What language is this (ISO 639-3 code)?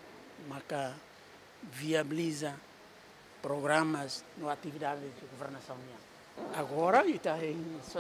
tet